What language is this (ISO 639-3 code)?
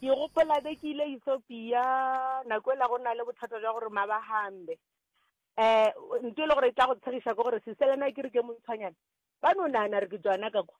nso